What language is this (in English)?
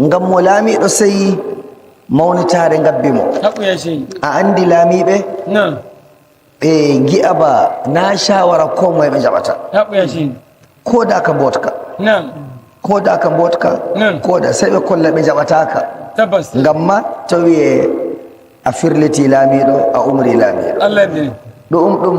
Nigerian Fulfulde